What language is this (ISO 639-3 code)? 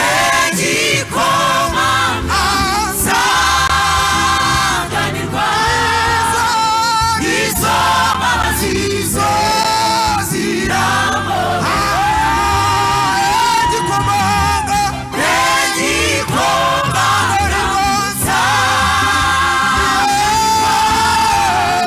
kin